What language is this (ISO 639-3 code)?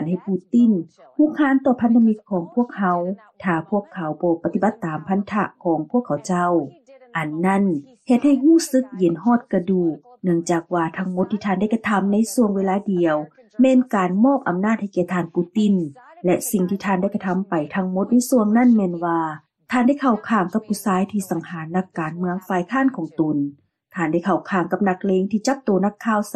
lao